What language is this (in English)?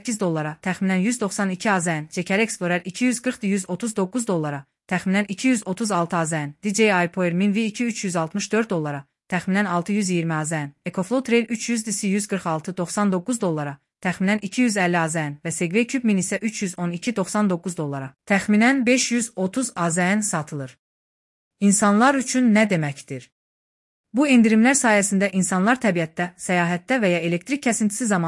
Azerbaijani